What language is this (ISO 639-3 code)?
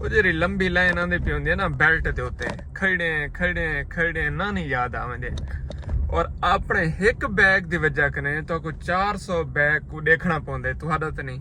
skr